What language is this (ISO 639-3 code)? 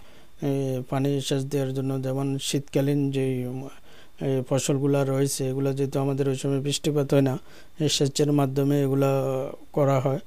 ben